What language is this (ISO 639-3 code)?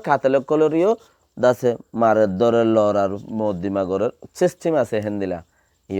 rhg